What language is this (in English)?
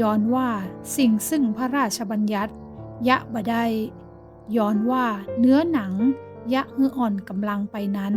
Northern Thai